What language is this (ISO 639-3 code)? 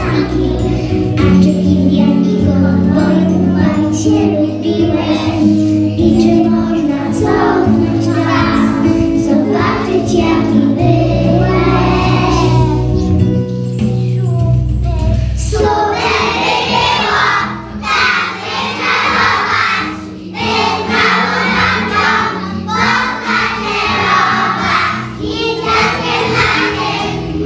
pol